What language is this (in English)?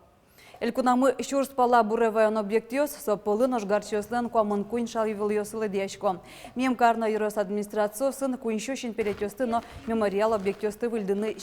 Udmurt